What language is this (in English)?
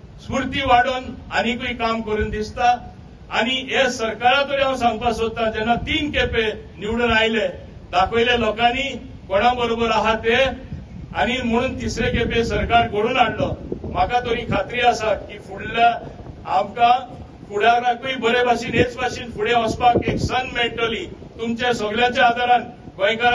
Konkani